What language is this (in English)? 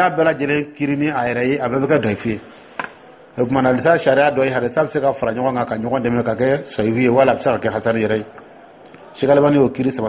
Dyula